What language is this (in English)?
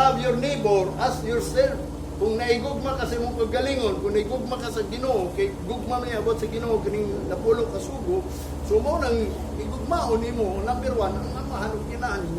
Cebuano